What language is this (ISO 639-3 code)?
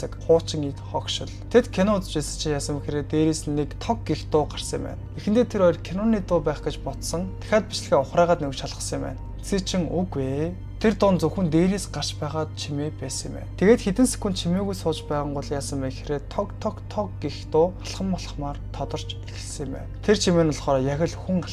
mon